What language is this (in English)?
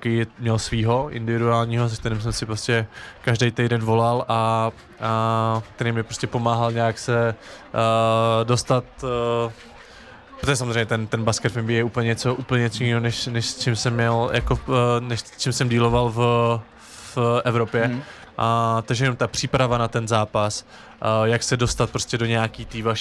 Czech